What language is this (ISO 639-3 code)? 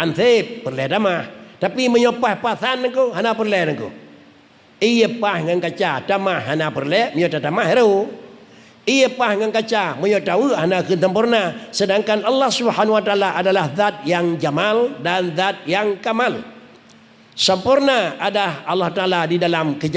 ace